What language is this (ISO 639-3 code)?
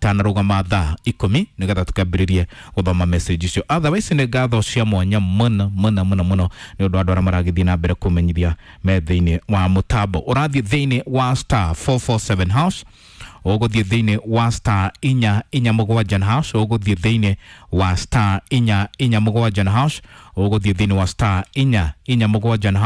kik